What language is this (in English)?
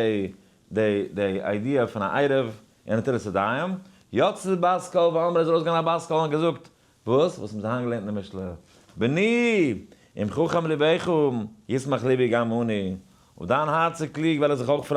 Yiddish